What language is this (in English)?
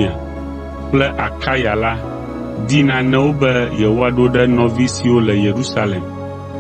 Ewe